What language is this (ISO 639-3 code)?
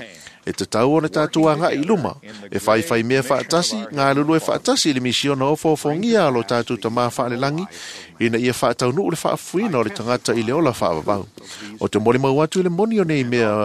smo